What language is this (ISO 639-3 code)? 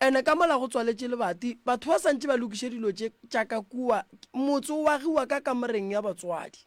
nso